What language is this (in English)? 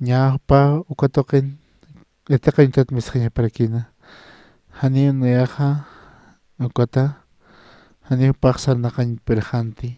Aymara